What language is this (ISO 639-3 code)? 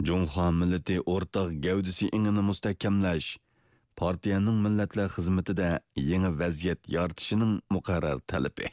uig